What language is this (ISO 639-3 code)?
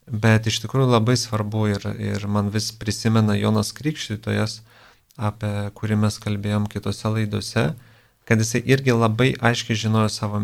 lit